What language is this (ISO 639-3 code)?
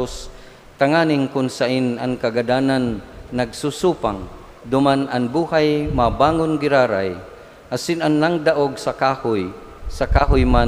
bik